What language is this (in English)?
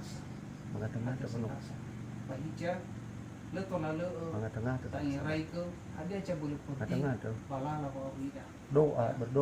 Nias